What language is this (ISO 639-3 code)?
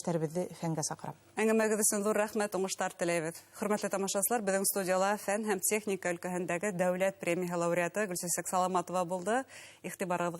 bak